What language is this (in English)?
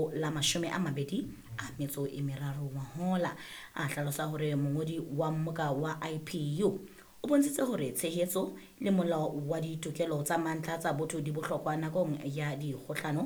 Southern Sotho